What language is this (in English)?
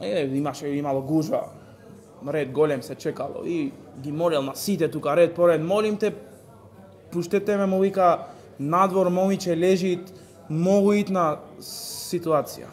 Macedonian